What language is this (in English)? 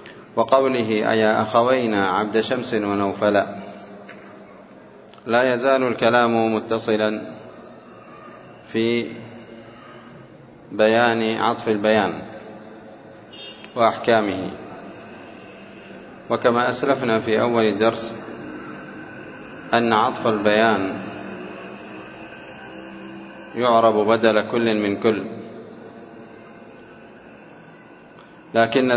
Arabic